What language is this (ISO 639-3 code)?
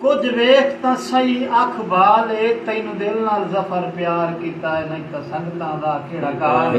skr